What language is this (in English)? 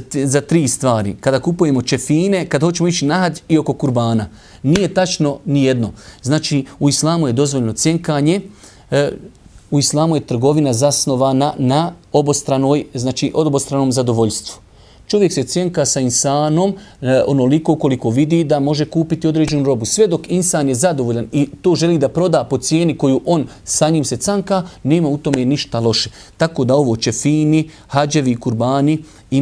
Bosnian